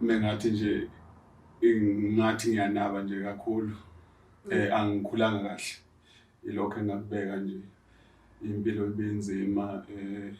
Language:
Zulu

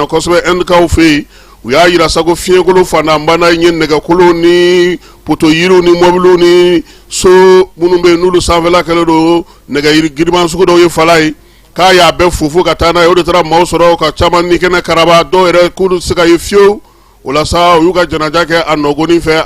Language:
Bambara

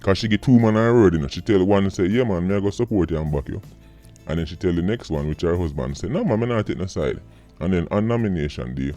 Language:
Jamaican Creole English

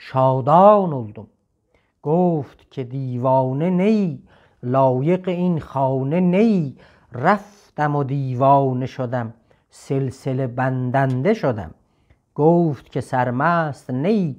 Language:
South Azerbaijani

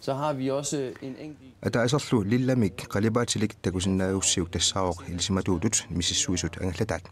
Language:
Kalaallisut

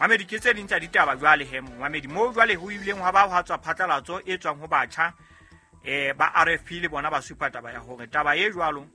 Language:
Southern Sotho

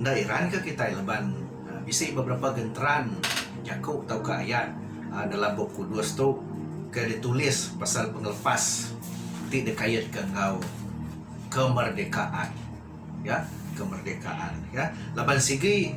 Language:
Iban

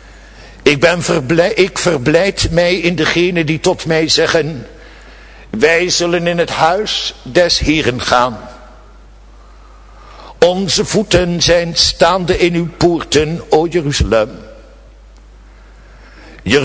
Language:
Dutch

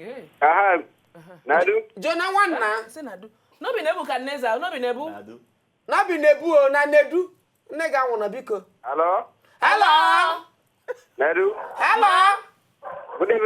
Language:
Nigerian Pidgin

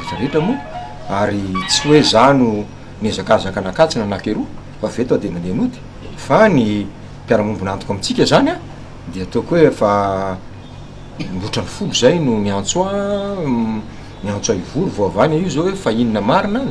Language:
Malagasy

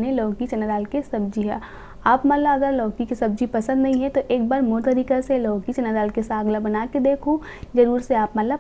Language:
Chhattisgarhi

